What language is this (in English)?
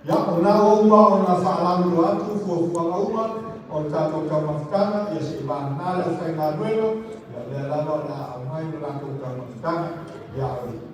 Samoan